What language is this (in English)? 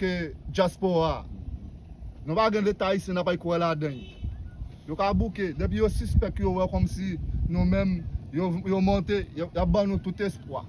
Haitian Creole